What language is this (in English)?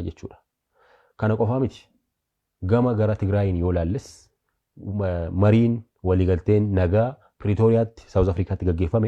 Oromo